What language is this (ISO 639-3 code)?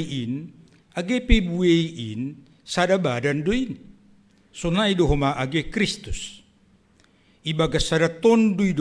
bts